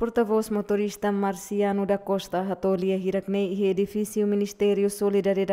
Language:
Tetum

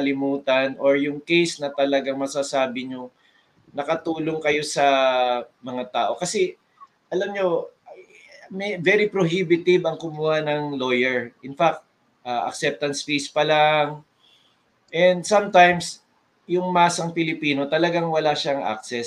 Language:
Filipino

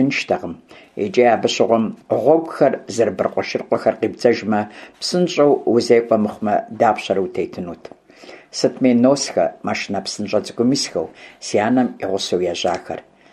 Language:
Kabardian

